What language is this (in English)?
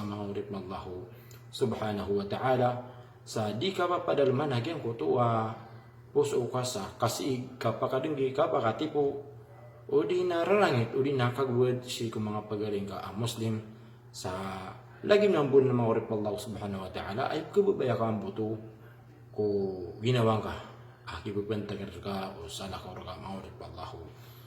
Maranao